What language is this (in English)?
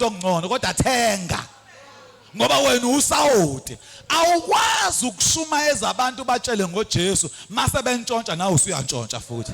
Zulu